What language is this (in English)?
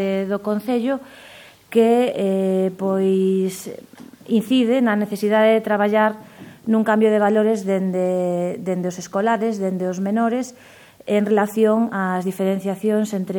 Galician